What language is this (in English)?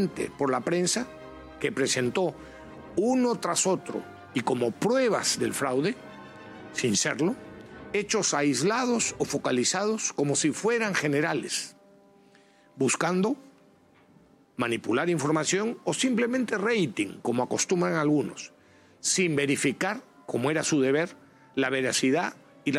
Spanish